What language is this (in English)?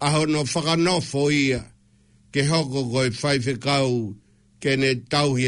Tongan